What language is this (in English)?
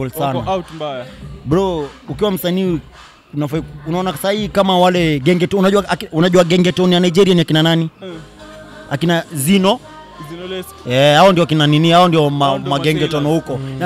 Swahili